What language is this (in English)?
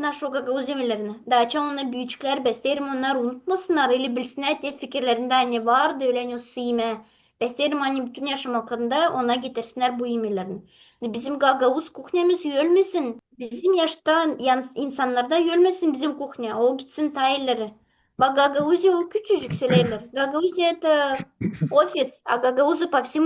Gagauz